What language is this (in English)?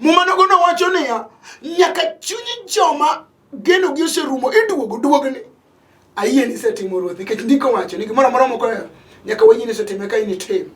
Luo (Kenya and Tanzania)